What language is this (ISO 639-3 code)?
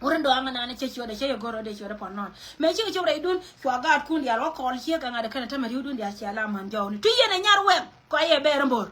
nus